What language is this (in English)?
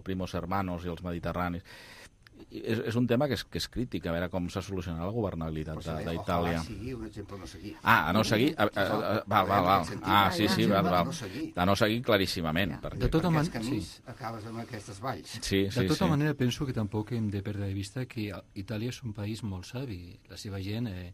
Catalan